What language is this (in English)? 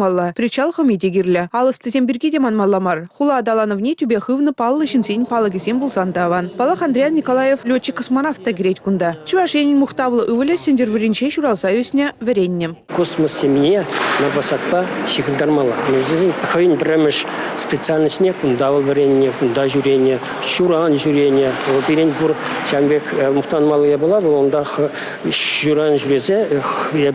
Chuvash